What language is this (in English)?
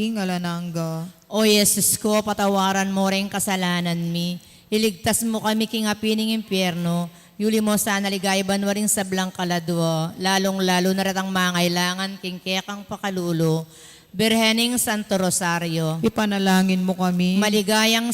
Pampanga